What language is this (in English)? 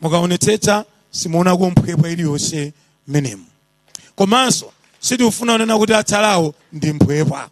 Nyanja